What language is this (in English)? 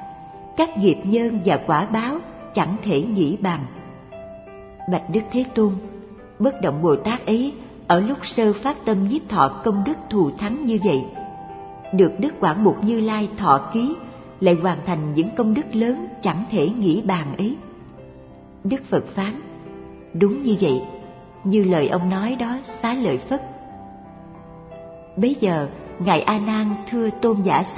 Vietnamese